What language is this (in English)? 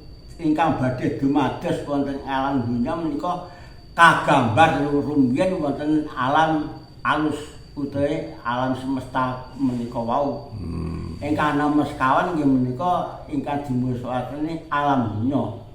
Javanese